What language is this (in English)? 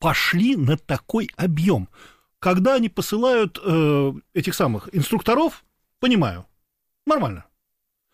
Russian